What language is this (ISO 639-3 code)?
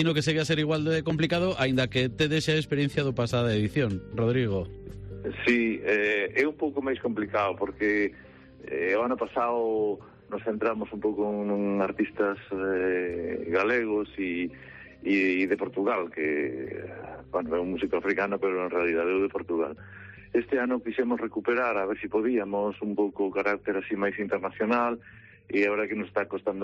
glg